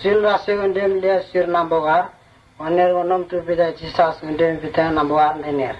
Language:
Vurës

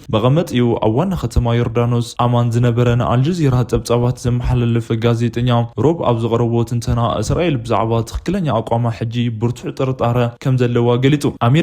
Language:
Tigrinya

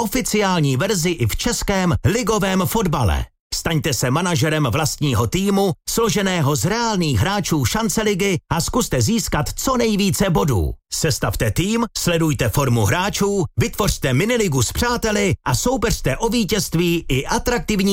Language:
Czech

